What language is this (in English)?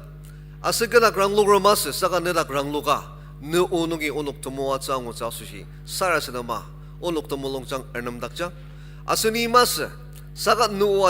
Ao Naga